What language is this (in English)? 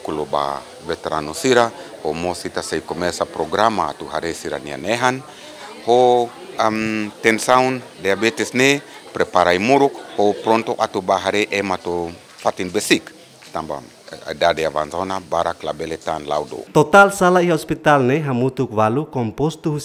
Tetum